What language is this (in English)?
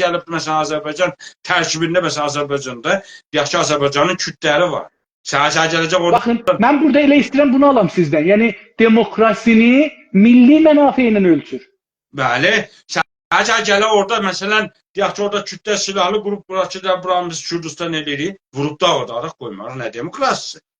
South Azerbaijani